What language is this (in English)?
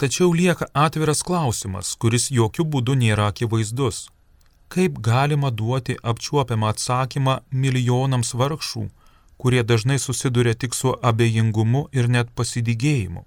Lithuanian